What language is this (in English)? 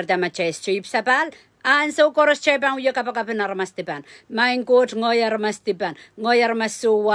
Pohnpeian